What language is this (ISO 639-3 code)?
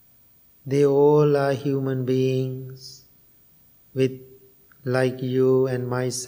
eng